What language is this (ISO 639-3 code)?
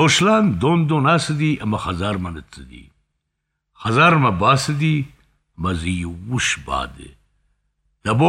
oss